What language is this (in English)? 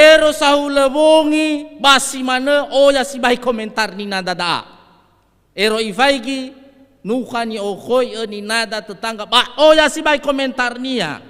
Nias